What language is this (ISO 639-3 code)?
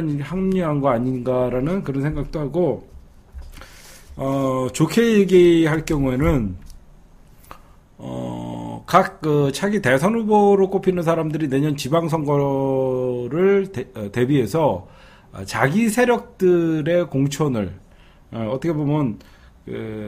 kor